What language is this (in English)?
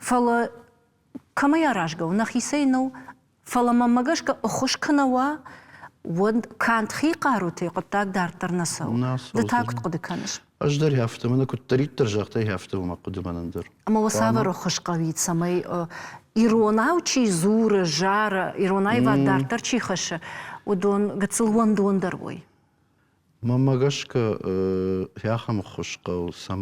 Ossetic